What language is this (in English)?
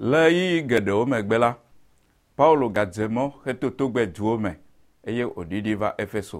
Ewe